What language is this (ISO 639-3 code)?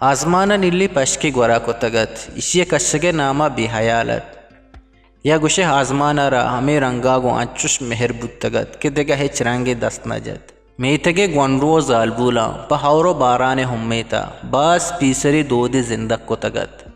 bgp